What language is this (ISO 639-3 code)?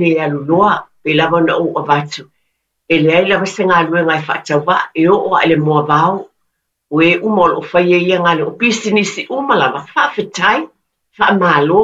smo